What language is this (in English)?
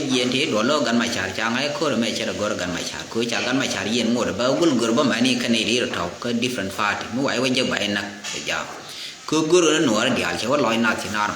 Nuer